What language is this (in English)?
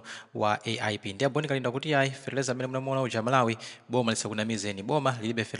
Nyanja